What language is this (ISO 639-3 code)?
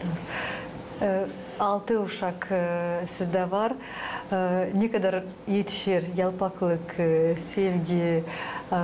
gag